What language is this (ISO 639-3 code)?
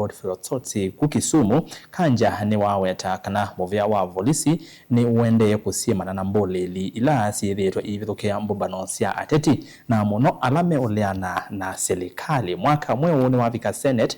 kam